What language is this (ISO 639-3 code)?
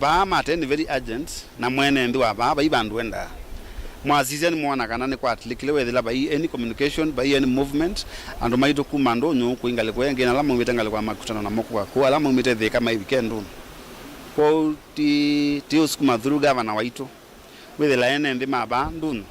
kam